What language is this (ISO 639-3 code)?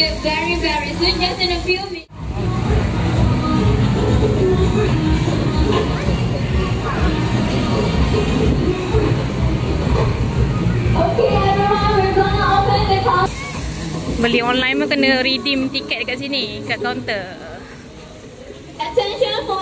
msa